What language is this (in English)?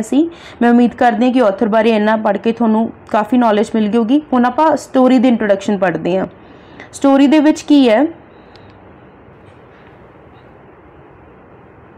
Punjabi